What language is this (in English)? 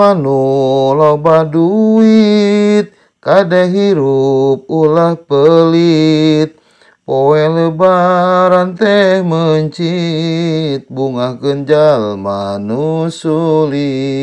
Sundanese